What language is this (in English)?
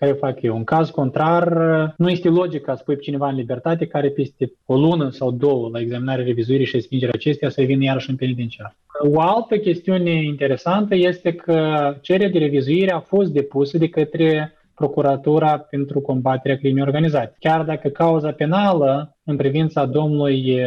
Romanian